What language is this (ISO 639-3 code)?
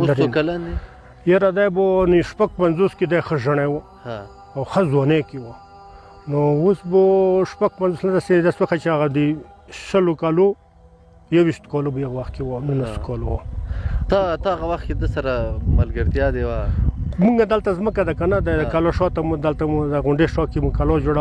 pus